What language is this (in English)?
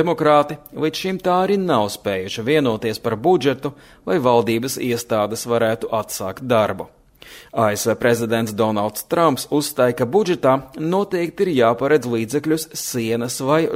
Latvian